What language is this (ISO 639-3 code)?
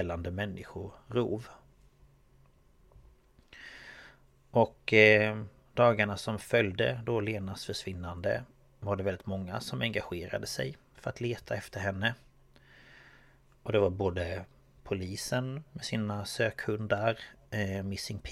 swe